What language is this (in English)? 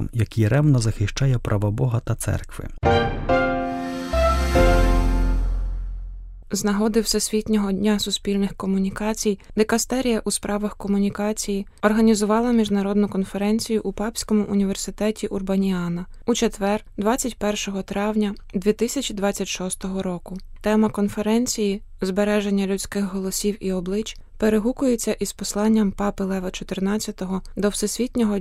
Ukrainian